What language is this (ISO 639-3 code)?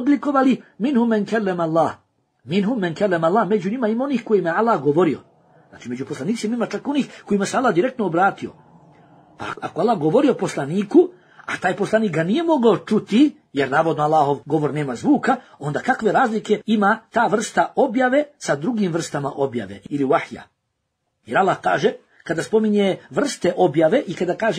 bos